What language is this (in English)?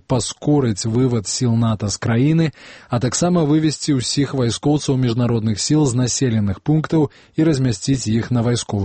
Belarusian